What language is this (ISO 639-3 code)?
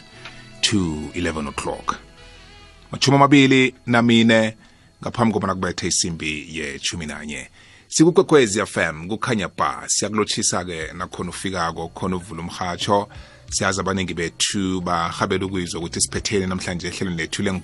nbl